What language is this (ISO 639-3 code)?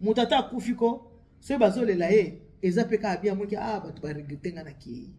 lin